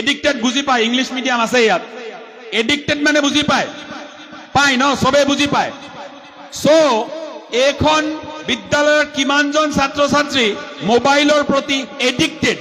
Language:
Assamese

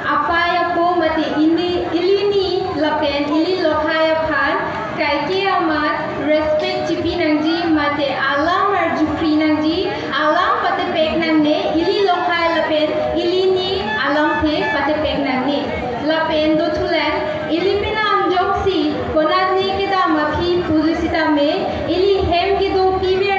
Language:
Karbi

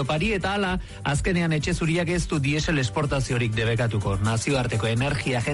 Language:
Basque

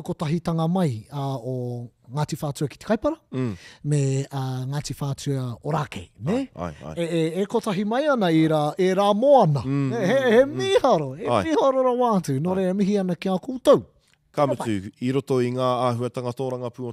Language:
Māori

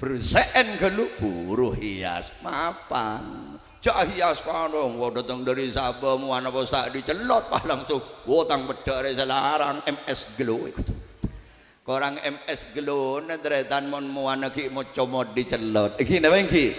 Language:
Madurese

